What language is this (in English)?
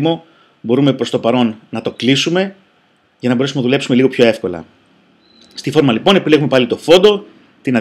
Greek